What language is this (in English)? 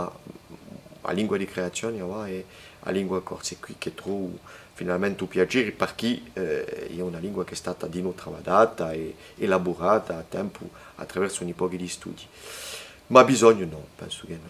Corsican